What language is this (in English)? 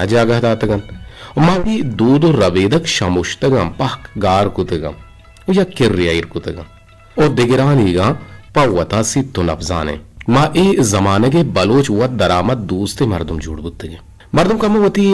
Eastern Balochi